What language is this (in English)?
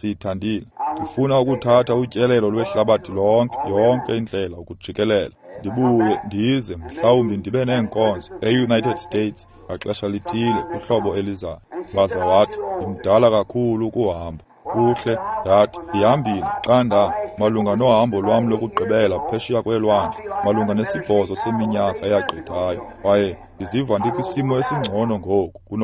Xhosa